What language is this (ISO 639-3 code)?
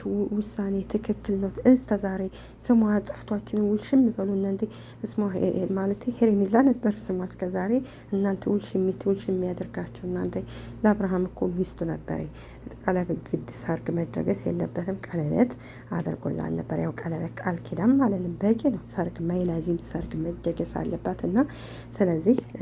amh